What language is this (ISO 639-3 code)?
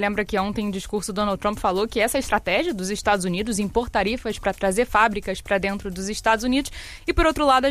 por